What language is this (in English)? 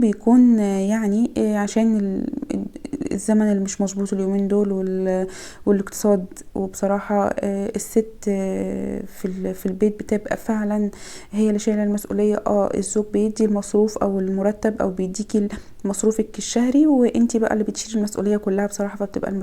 Egyptian Arabic